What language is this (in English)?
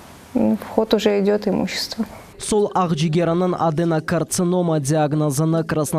Crimean Tatar